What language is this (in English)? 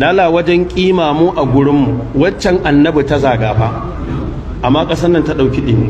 Hausa